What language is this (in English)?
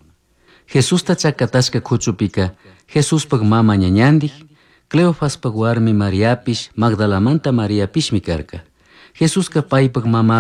Chimborazo Highland Quichua